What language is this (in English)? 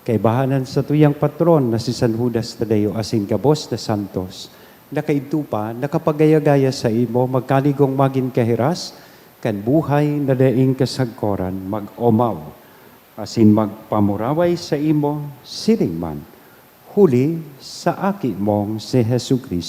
Bikol